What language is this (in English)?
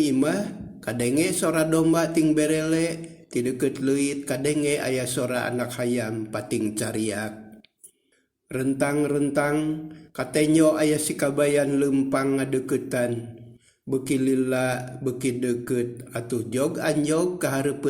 Sundanese